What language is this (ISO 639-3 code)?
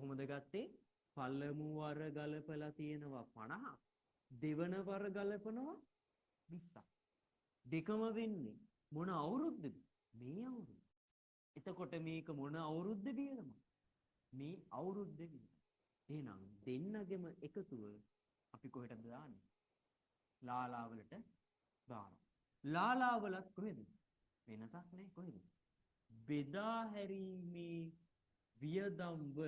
sin